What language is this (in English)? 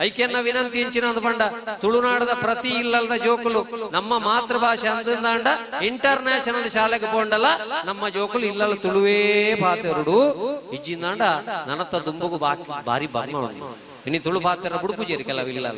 Tulu